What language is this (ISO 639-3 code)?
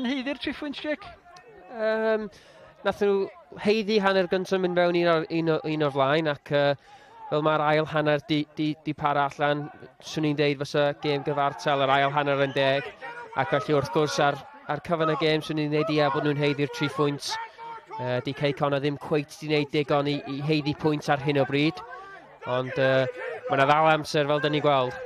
cym